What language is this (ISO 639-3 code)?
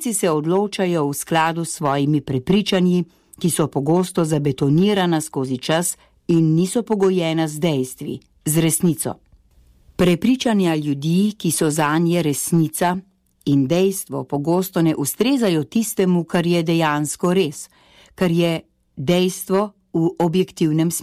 slv